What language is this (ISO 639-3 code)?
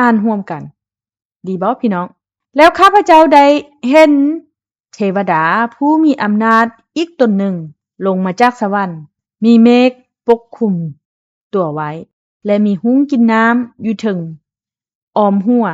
lao